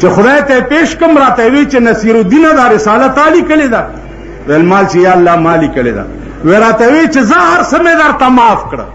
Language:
Pashto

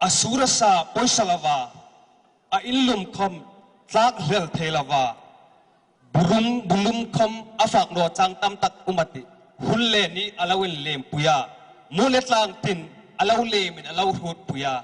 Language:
Hmar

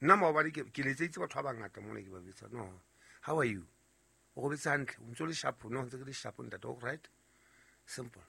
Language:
Southern Sotho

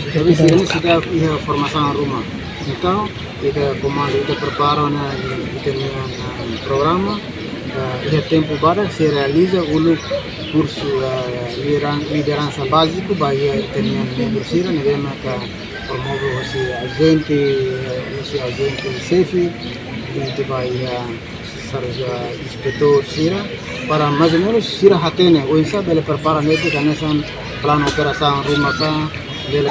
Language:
Tetum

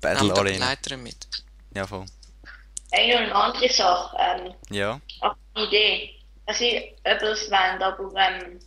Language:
Swiss German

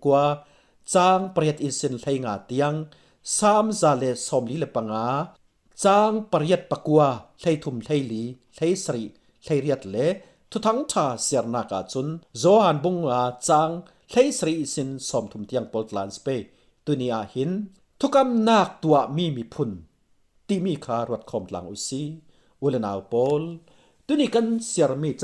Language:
Falam Chin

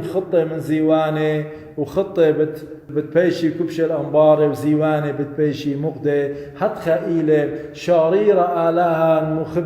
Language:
Assyrian Neo-Aramaic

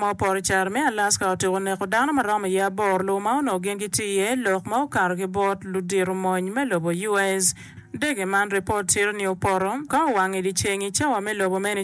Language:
Acoli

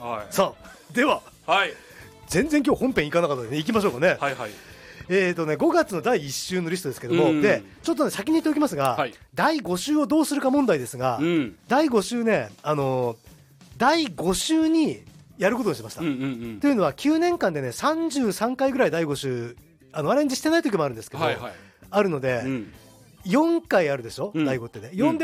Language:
Japanese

